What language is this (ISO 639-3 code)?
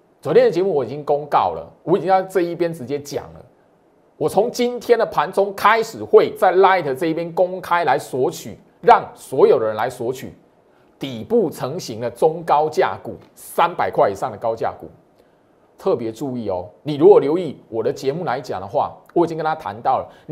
zho